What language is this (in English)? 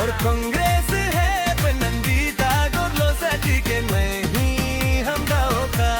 Dimasa